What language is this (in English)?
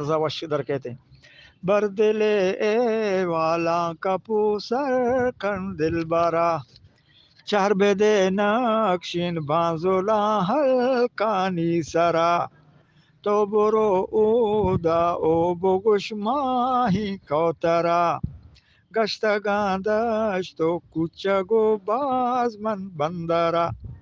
Eastern Balochi